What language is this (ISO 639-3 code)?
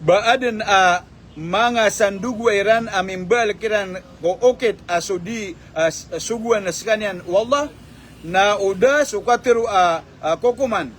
mrw